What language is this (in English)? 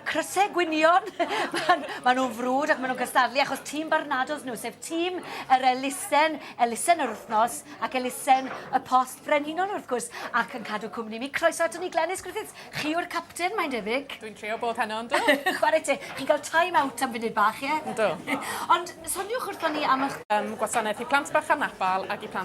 Welsh